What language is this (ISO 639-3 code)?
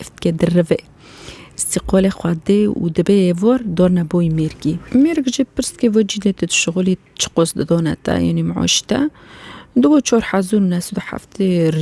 kur